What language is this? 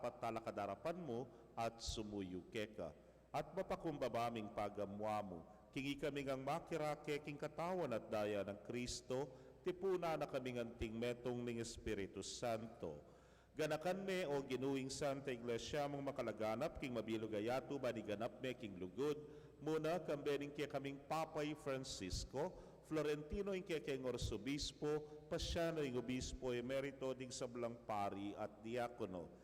Pampanga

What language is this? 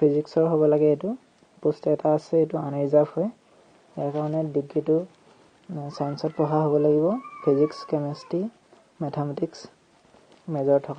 Assamese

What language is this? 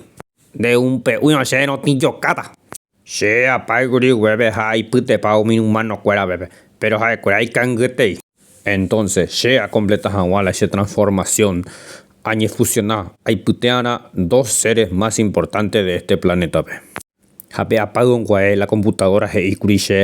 Guarani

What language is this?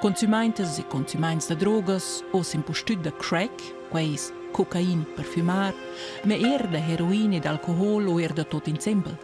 Romansh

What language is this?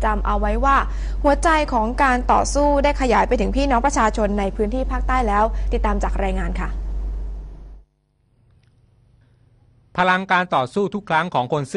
Thai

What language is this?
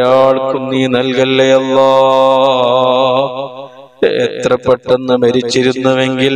Malayalam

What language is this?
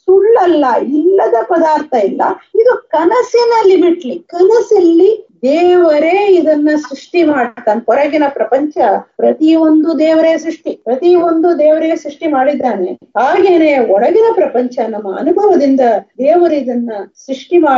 Kannada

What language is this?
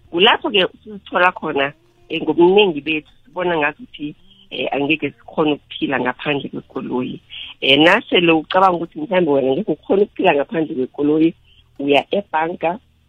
South Ndebele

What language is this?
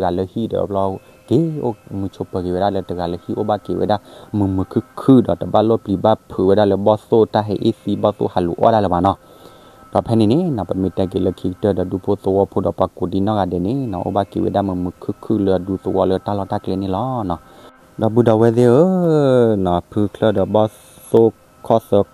S'gaw Karen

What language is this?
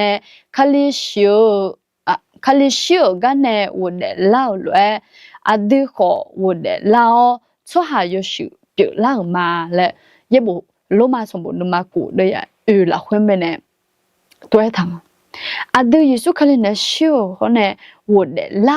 Akha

